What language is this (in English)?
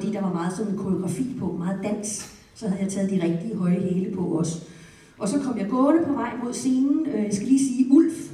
Danish